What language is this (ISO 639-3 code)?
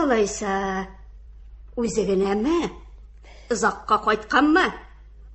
tat